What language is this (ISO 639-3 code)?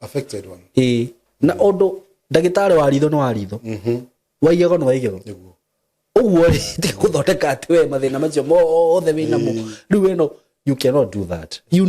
kik